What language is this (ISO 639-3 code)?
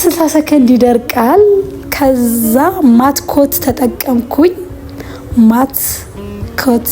amh